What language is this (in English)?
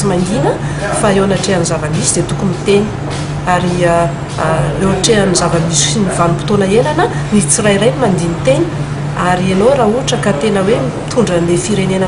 Malagasy